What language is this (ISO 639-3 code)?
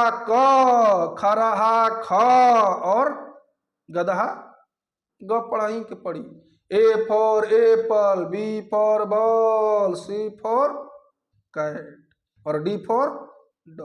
bho